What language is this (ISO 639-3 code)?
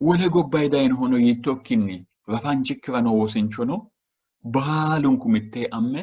sid